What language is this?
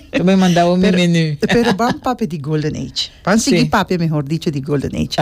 Papiamento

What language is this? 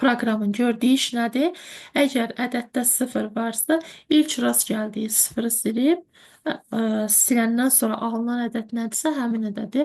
Azerbaijani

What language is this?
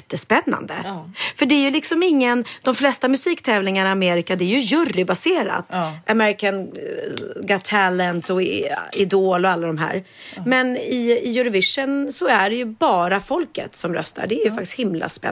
Swedish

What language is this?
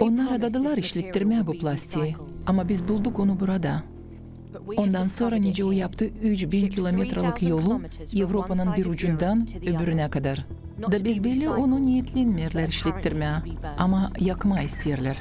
Gagauz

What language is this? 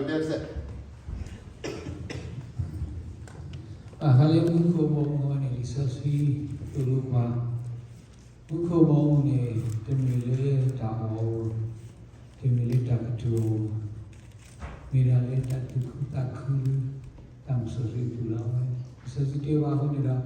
S'gaw Karen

